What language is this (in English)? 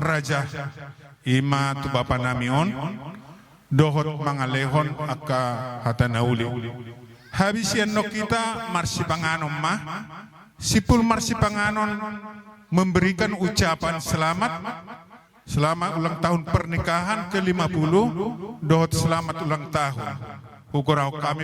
Batak Toba